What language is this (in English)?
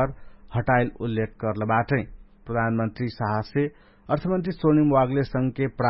Dangaura Tharu